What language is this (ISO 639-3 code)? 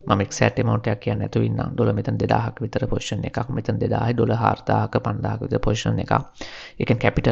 sin